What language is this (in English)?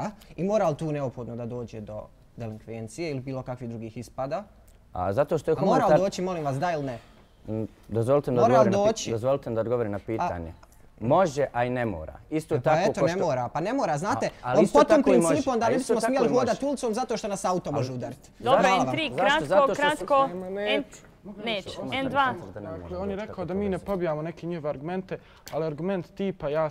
Bosnian